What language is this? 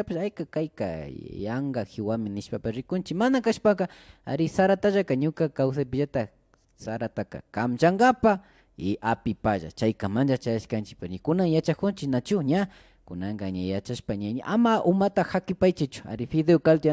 Imbabura Highland Quichua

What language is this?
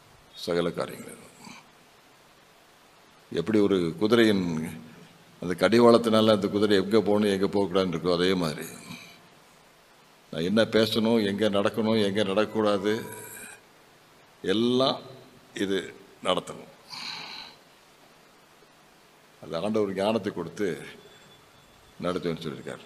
Tamil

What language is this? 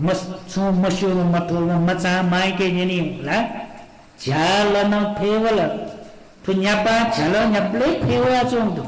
Newari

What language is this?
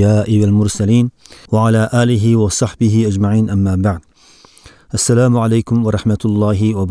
Uyghur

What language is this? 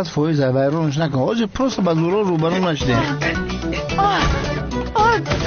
Tajik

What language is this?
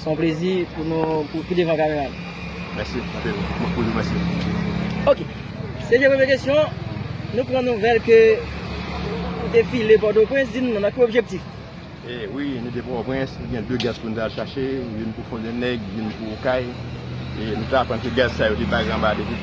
Haitian Creole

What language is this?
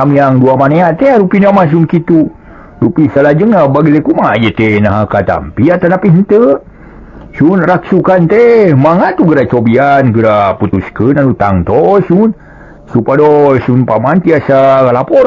Sundanese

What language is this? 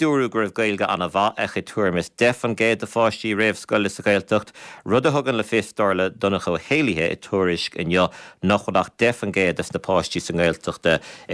Irish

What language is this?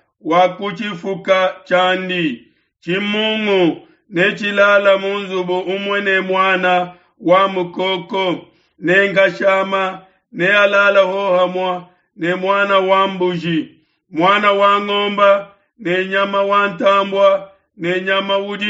Luba-Lulua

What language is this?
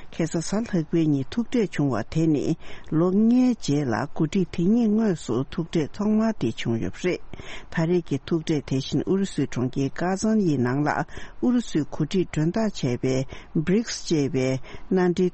Tibetan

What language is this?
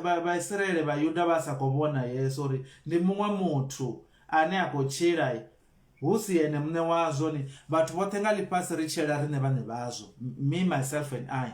Venda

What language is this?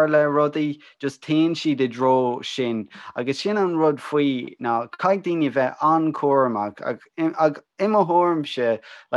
Irish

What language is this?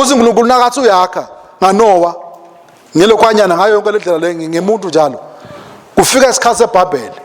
Swati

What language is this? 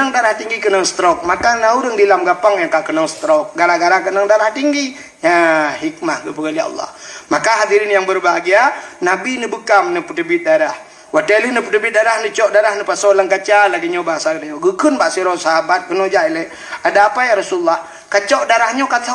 Achinese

